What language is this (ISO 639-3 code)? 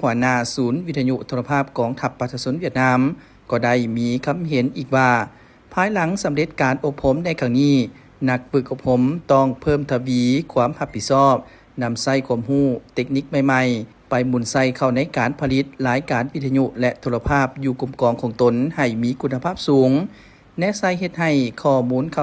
lao